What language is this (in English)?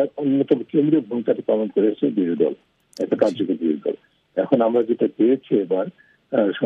Bangla